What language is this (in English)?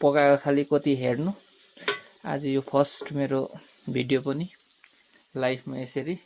Nepali